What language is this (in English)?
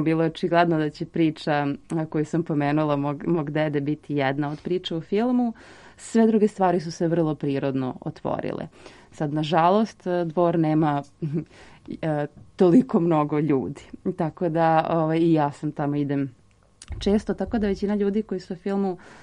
Serbian